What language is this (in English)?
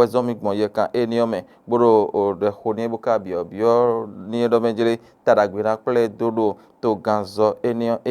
Fon